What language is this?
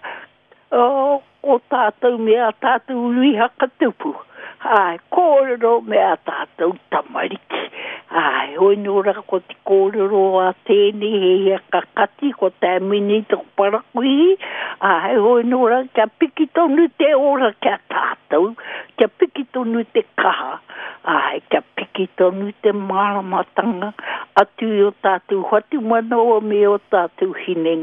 Māori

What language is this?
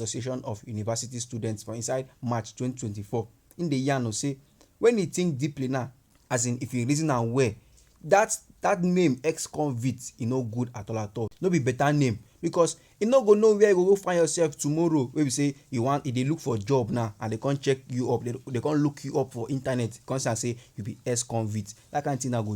Nigerian Pidgin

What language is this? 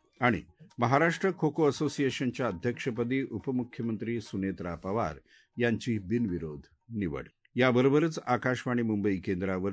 Marathi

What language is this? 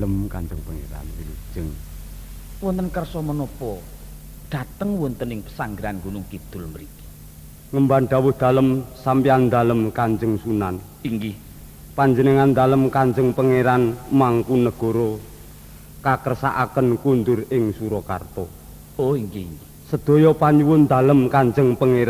Javanese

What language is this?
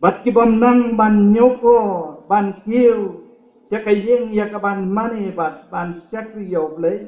Khasi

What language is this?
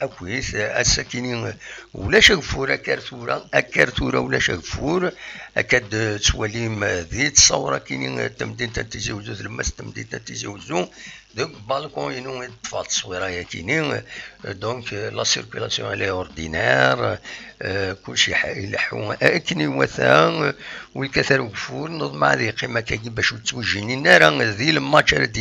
Kabyle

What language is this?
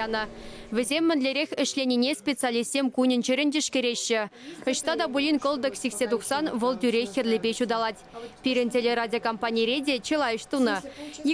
Chuvash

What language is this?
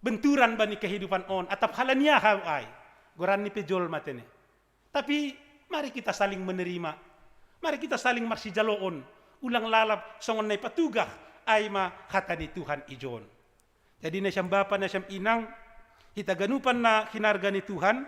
Batak Simalungun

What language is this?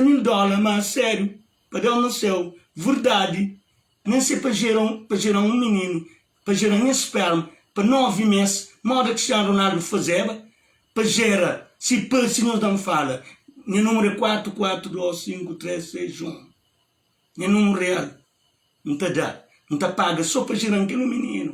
Kabuverdianu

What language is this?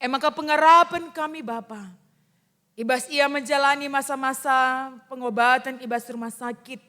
Batak Karo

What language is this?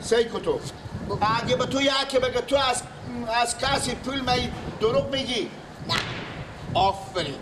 Persian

